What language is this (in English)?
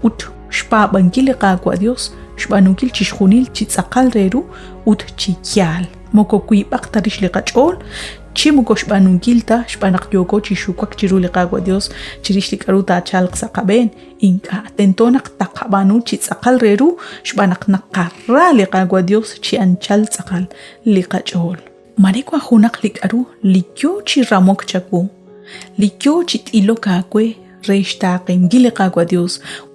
Kekchí